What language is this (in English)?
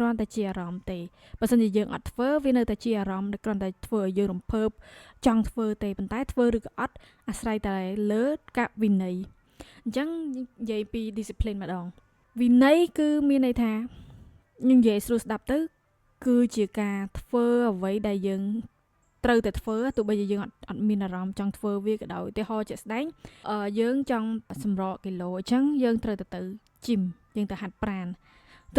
Khmer